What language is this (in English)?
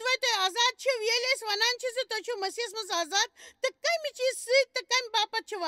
Kashmiri